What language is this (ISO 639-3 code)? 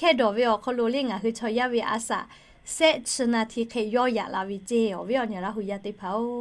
lhu